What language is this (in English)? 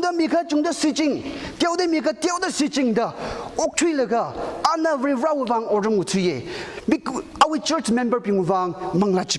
Tangkhul Naga (India)